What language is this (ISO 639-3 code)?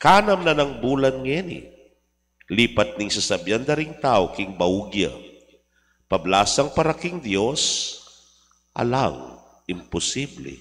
pam